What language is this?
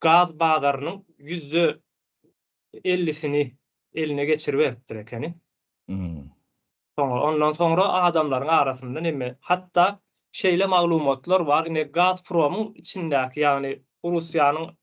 Turkmen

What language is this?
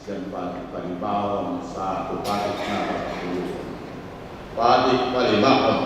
Batak Toba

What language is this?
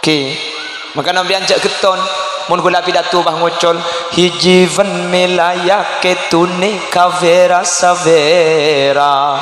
Madurese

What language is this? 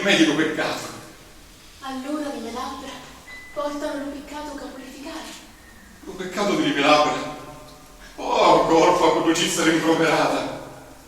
Sicilian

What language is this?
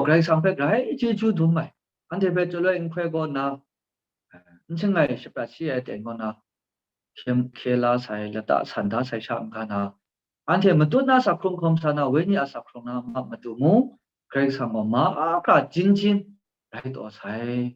Kachin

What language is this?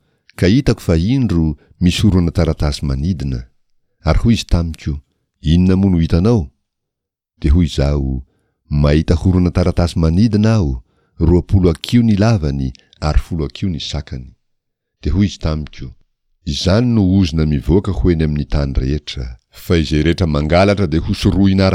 Malagasy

